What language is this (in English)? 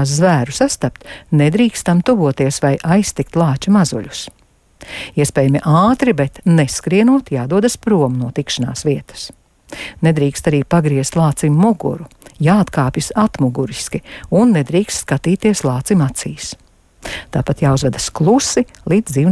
Latvian